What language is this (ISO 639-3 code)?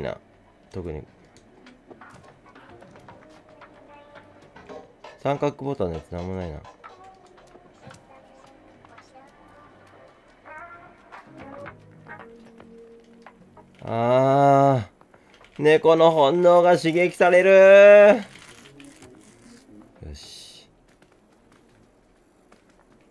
jpn